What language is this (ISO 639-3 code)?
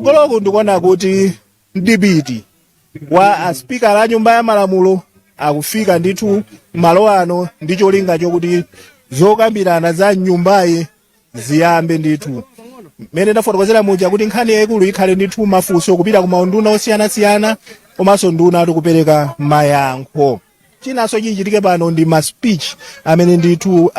nya